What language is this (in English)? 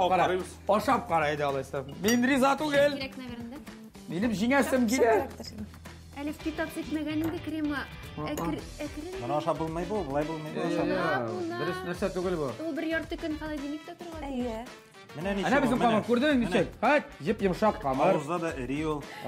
Tatar